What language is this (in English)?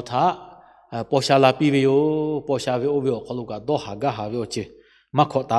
Lahu